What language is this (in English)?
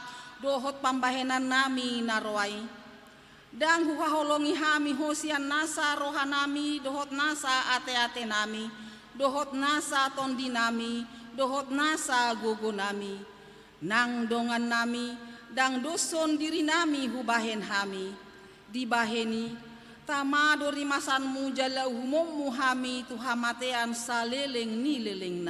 Batak Toba